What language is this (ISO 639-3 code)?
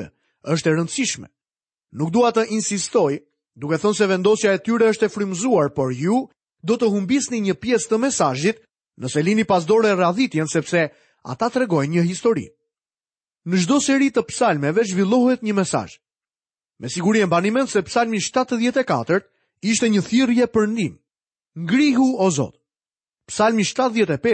sqi